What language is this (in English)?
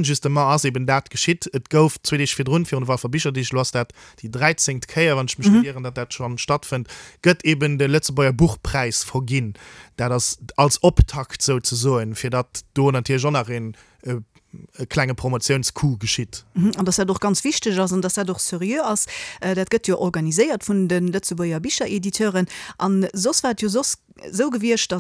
Luxembourgish